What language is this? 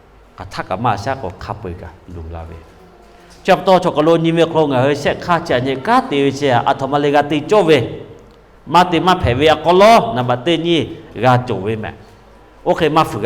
Lahu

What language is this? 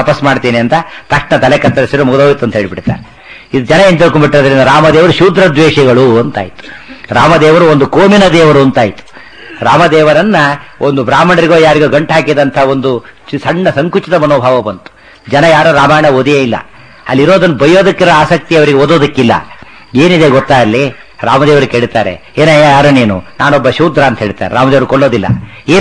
Kannada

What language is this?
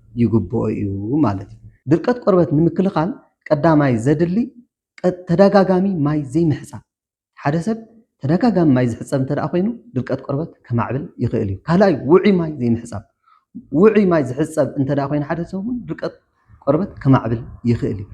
Tigrinya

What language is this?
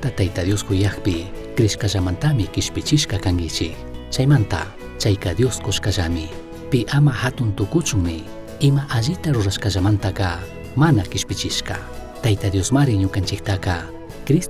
Chimborazo Highland Quichua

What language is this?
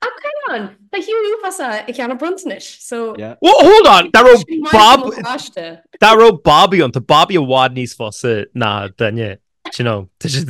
Irish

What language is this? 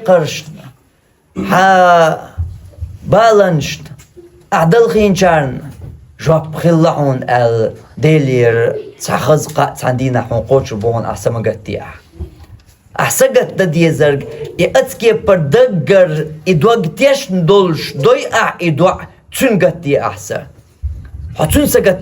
Chechen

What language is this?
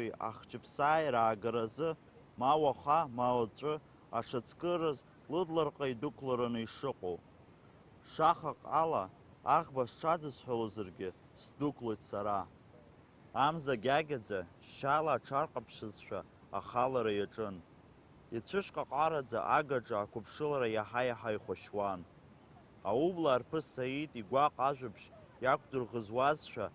Abkhazian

